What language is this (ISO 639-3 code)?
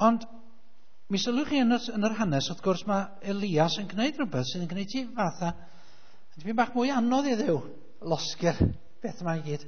cym